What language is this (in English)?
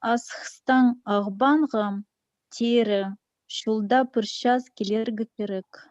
Khakas